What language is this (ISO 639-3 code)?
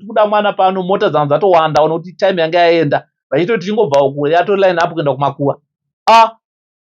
sna